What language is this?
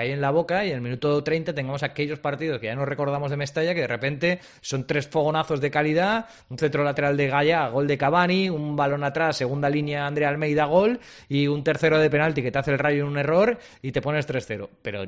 Spanish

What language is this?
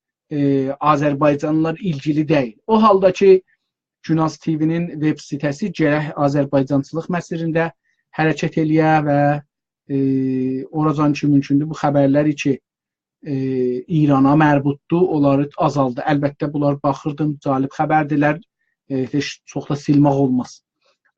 South Azerbaijani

